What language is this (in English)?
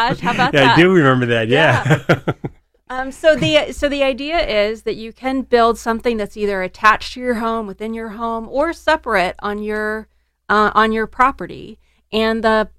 English